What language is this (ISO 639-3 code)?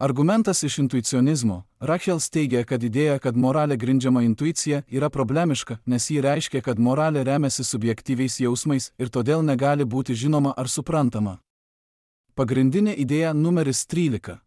lit